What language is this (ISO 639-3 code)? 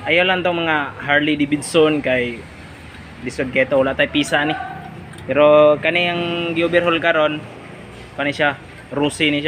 ceb